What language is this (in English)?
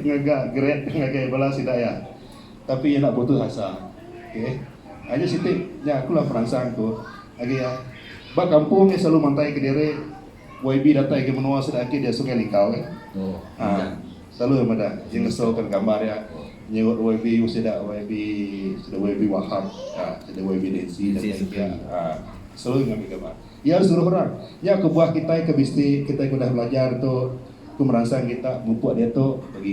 Iban